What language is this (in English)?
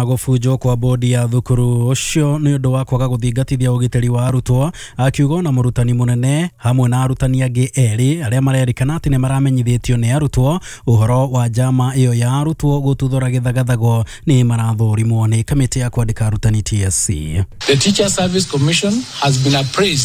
Kikuyu